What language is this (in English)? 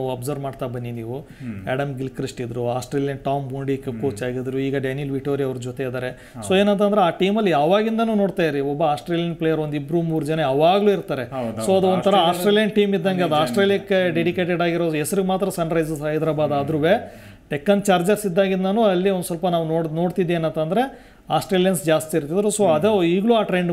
Kannada